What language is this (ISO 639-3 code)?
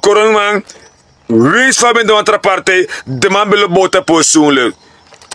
srn